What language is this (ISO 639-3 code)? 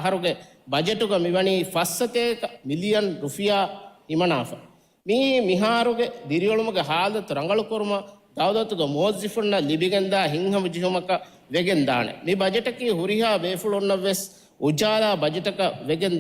div